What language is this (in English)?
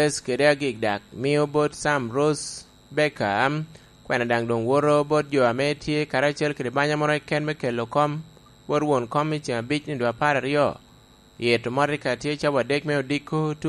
Lango (Uganda)